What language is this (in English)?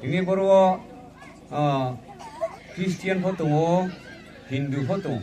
Riang (India)